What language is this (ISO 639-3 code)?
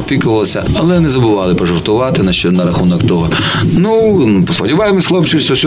ukr